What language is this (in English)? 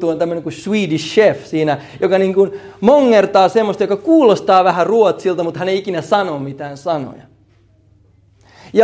Finnish